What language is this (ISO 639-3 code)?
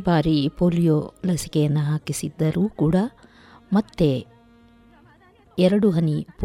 kan